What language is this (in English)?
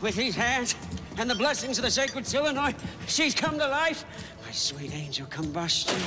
Bavarian